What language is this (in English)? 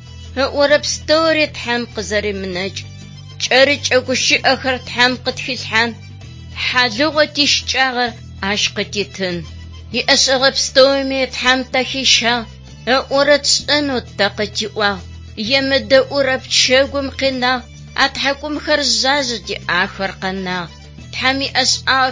Adyghe